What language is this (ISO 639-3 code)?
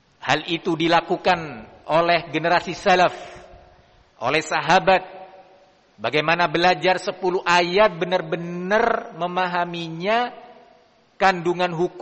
ind